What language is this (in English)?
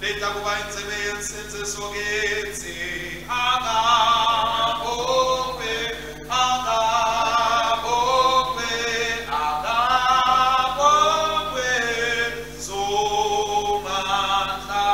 Swati